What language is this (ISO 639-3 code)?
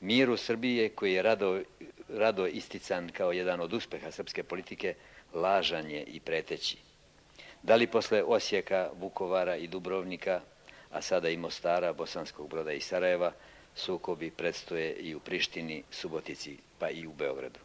srp